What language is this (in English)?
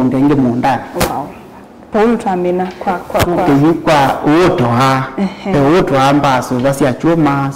Kamba